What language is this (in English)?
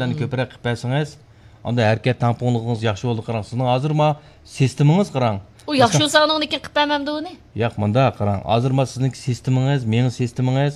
Uyghur